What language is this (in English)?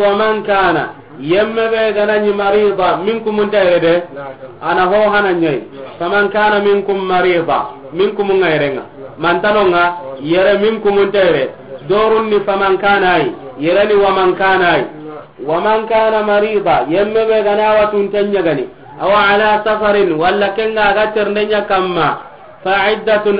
Soninke